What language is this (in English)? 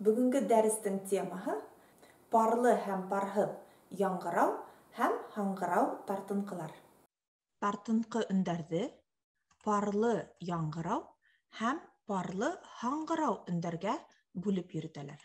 Bashkir